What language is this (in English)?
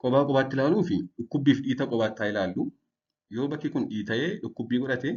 Oromo